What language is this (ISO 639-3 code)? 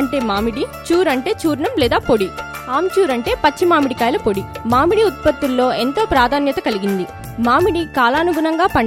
tel